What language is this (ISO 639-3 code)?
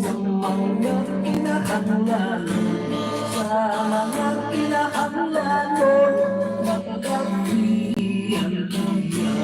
hil